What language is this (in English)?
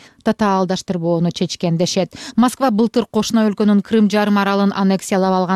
Kyrgyz